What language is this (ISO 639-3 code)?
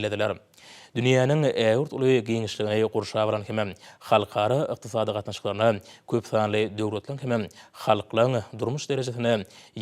tuk